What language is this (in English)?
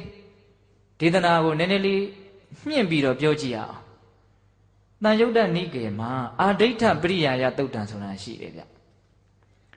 Burmese